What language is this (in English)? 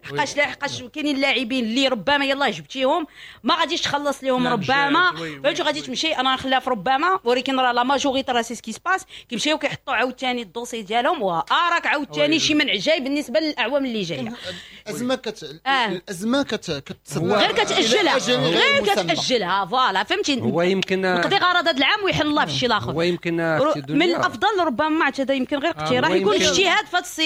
Moroccan Arabic